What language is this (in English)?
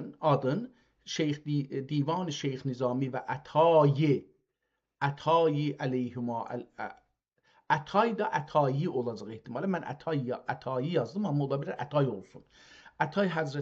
South Azerbaijani